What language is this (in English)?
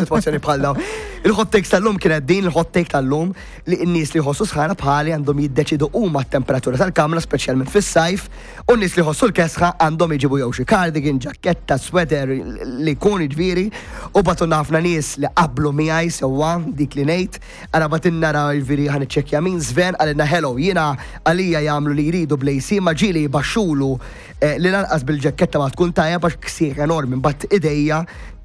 Maltese